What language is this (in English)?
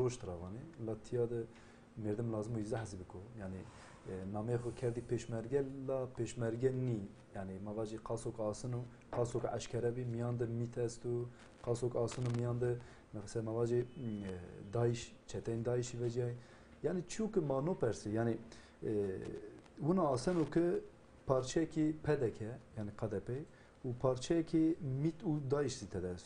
Zaza